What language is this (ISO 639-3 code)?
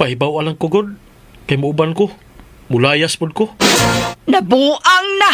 ceb